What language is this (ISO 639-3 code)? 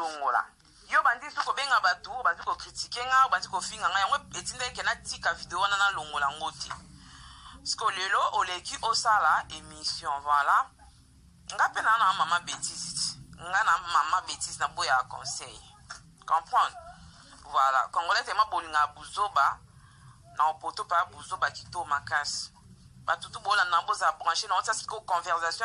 lin